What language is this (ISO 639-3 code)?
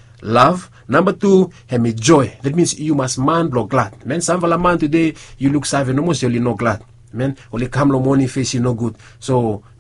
bis